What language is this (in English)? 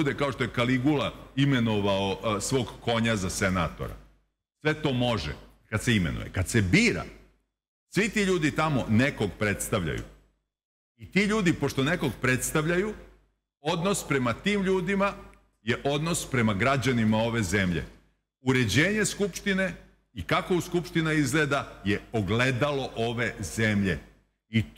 Serbian